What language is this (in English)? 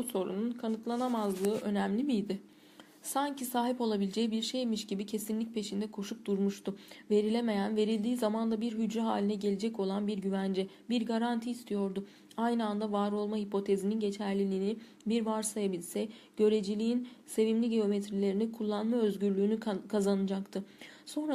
Turkish